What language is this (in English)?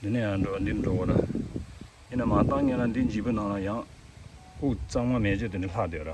Tibetan